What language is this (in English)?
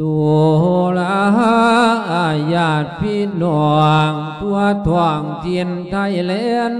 Lao